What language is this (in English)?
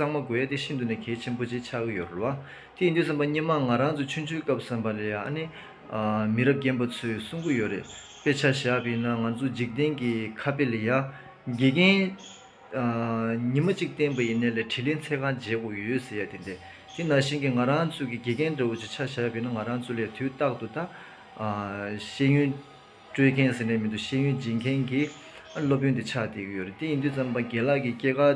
Tibetan